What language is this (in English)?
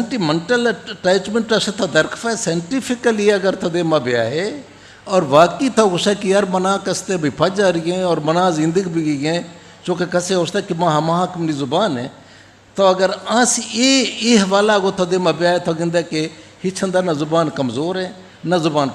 Eastern Balochi